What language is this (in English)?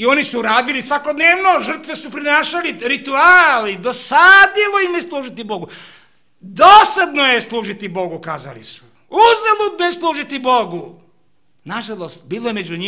Serbian